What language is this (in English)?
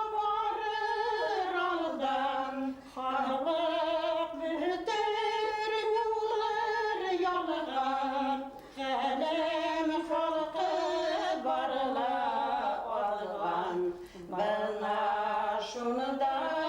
Bashkir